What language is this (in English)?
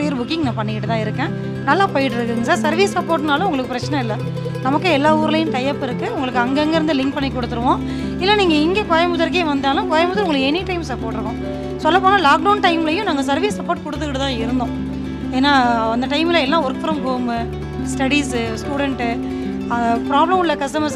Tamil